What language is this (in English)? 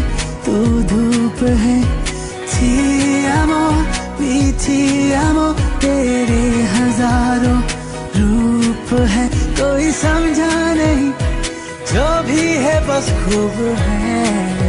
Hindi